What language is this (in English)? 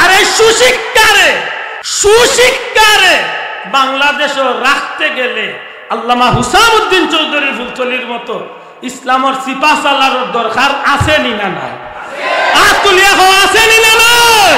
Sylheti